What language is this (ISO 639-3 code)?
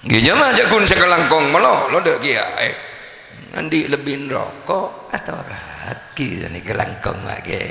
mad